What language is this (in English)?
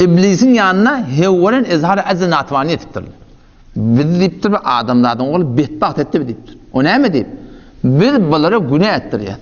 Turkmen